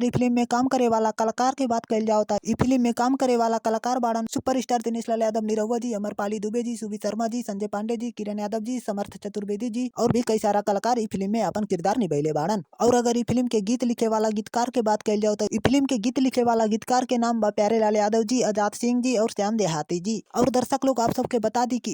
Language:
Bhojpuri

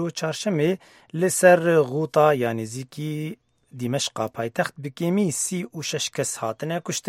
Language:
Kurdish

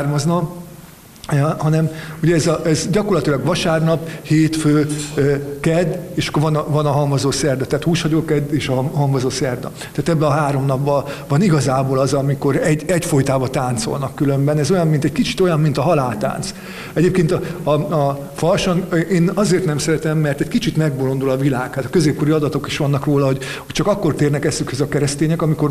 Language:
Hungarian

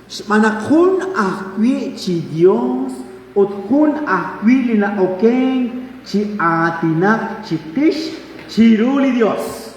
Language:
Kekchí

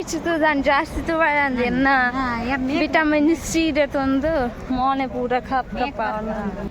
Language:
Tulu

